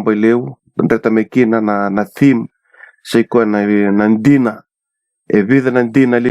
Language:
Fijian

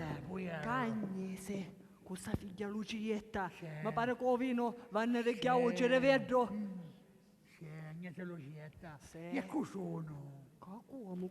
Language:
Sicilian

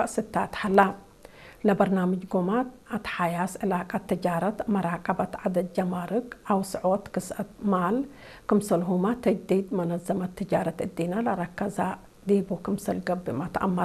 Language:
Tigre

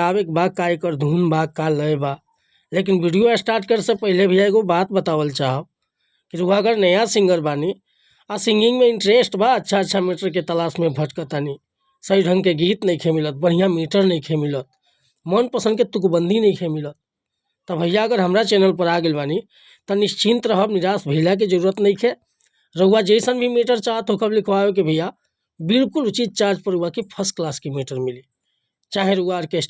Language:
Bhojpuri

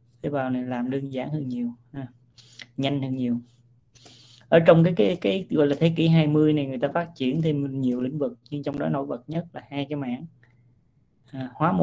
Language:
Vietnamese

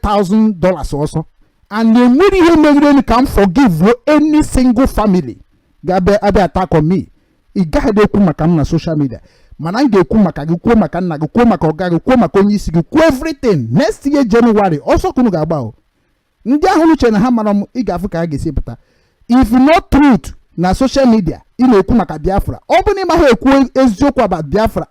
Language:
Igbo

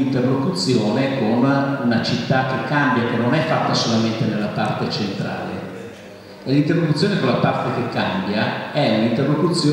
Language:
Italian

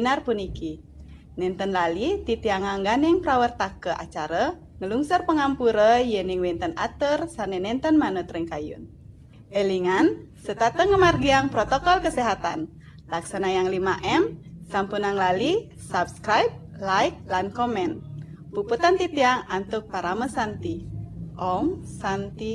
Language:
Balinese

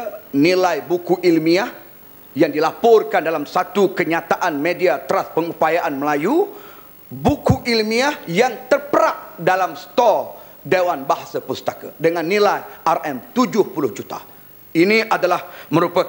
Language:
Malay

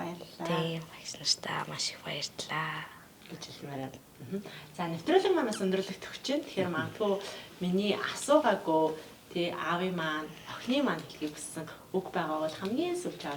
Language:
Mongolian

